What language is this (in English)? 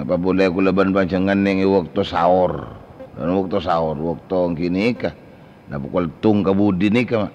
Madurese